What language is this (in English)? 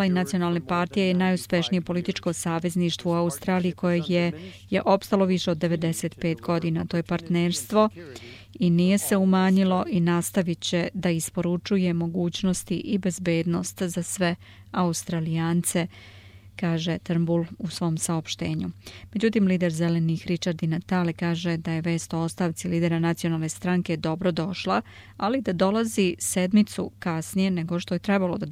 Serbian